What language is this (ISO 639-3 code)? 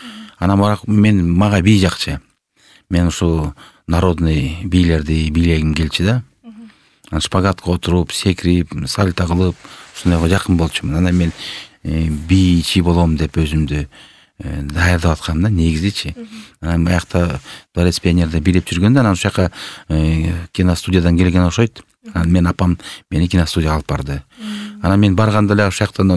kir